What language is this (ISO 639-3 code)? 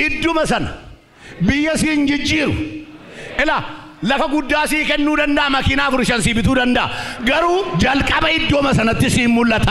orm